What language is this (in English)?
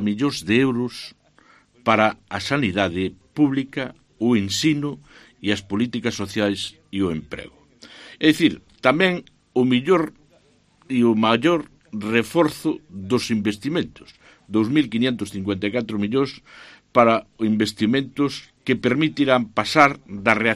Galician